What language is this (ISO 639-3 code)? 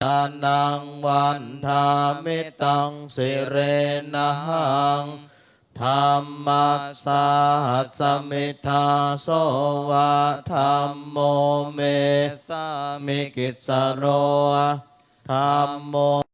pli